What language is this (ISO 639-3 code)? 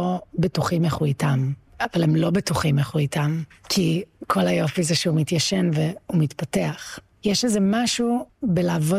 heb